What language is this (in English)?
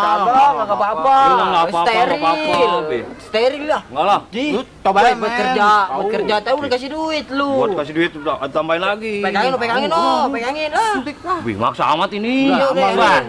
Betawi